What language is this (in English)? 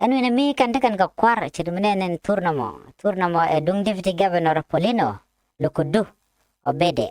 Nuer